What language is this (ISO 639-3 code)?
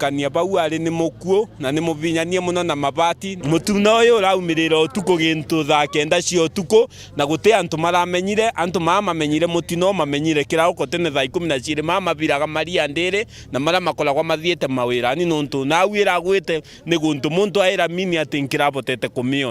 mer